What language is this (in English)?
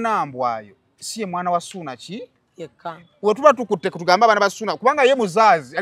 Ganda